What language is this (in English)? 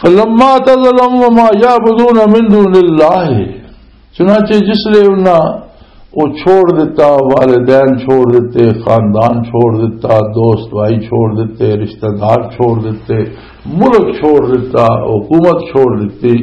Western Panjabi